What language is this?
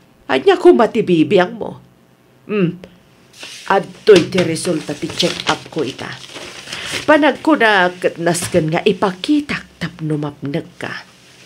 Iloko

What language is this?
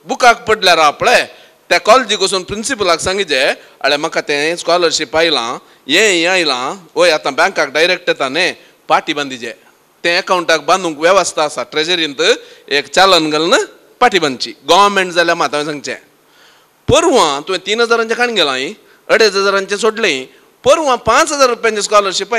Konkani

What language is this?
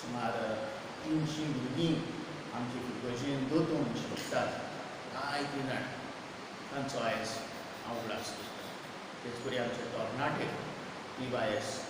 Konkani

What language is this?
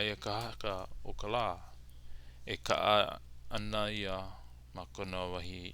Hawaiian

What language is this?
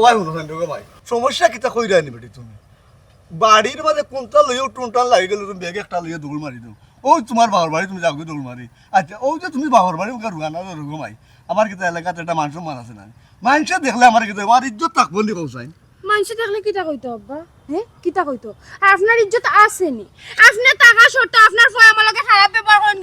Sylheti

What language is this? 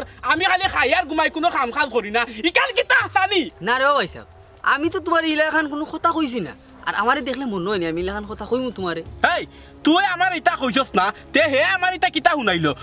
Sylheti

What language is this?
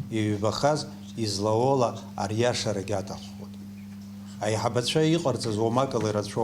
Abkhazian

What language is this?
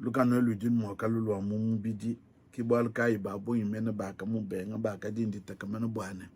Luba-Lulua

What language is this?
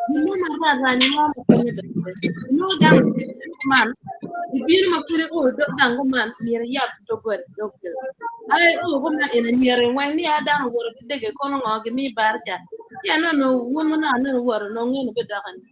Acoli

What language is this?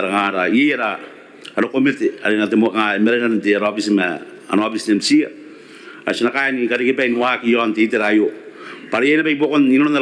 Gilbertese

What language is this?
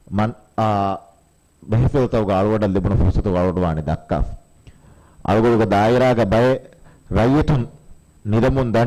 Divehi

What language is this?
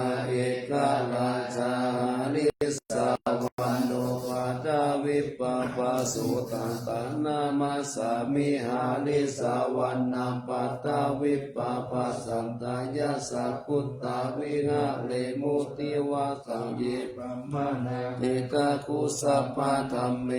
Pali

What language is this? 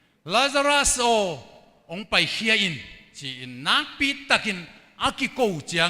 Tedim Chin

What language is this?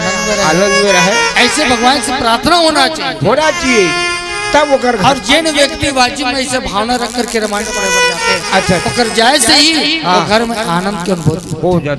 Chhattisgarhi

